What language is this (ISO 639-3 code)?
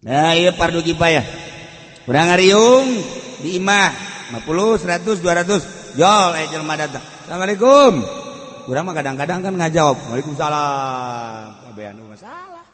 sun